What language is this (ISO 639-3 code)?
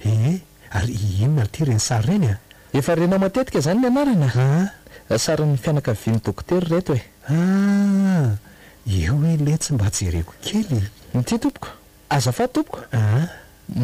mlg